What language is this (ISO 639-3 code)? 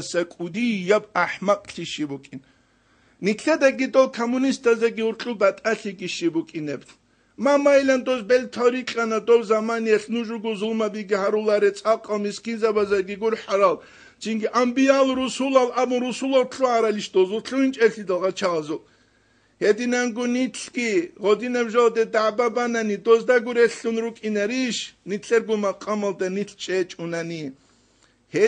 ava